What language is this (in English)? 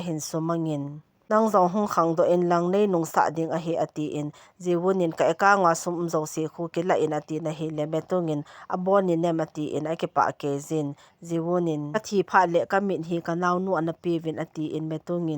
Thado Chin